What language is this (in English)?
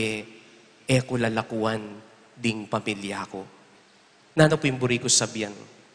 Pampanga